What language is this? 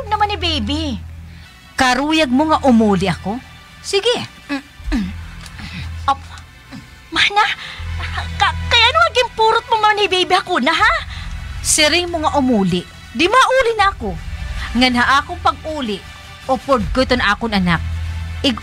Waray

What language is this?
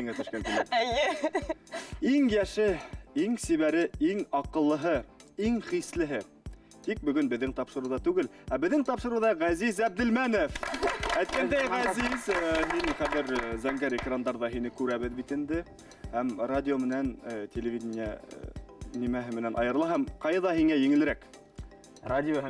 Bashkir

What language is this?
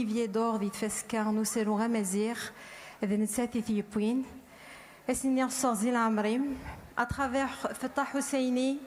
Kabyle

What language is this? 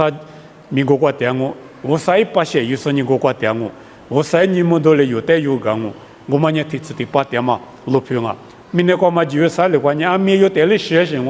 Lisu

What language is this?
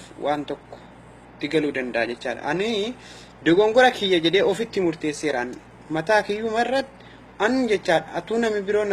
Oromo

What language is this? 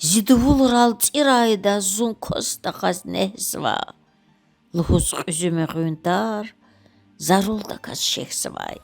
Lezghian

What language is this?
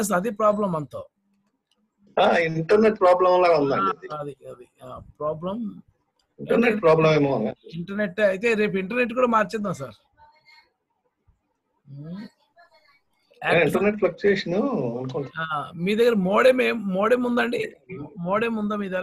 Telugu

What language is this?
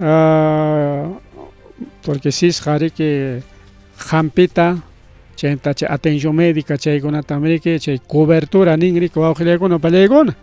Ayacucho Quechua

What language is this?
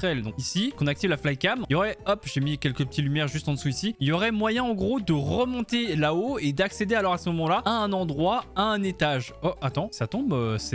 French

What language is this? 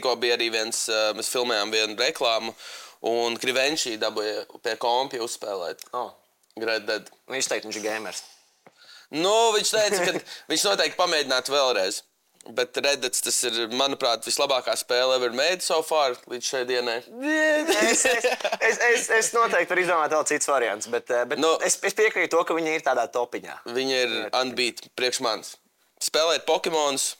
Latvian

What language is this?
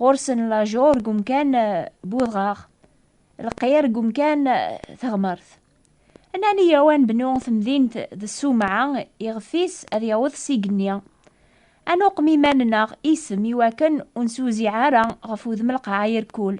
Kabyle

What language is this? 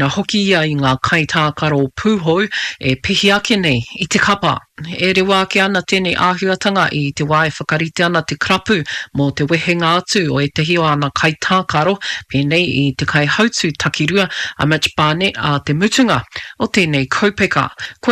Māori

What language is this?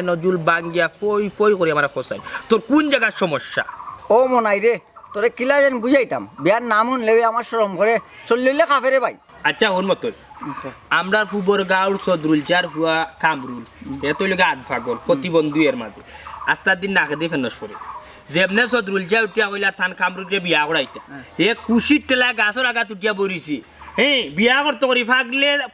Sylheti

